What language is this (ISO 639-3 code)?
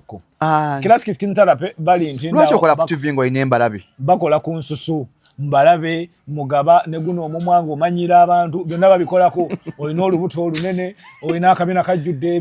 lug